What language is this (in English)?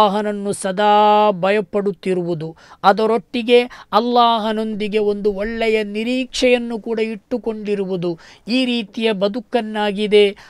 Kannada